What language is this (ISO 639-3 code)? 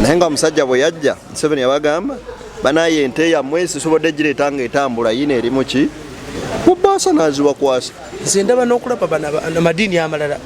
lug